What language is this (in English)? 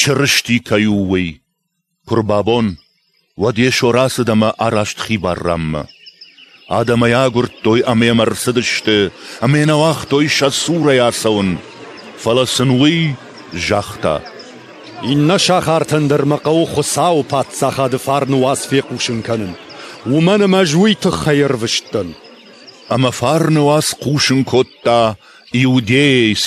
Ossetic